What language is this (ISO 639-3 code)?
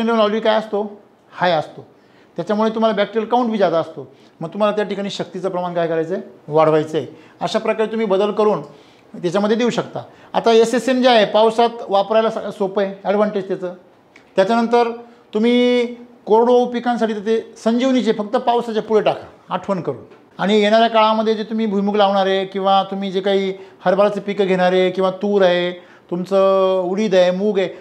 mar